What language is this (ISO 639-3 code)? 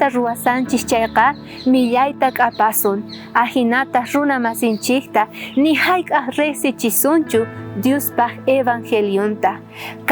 quh